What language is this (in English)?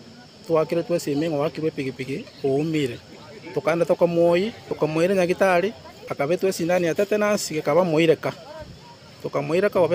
Gusii